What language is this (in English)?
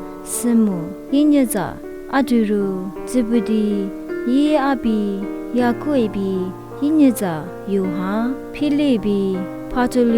Lisu